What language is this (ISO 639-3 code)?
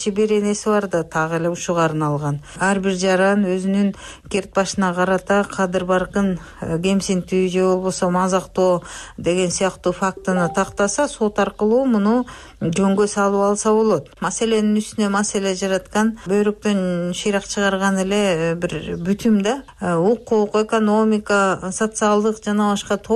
kir